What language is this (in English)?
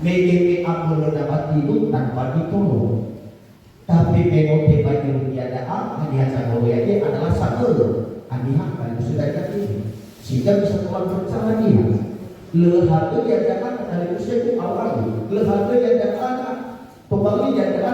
Nias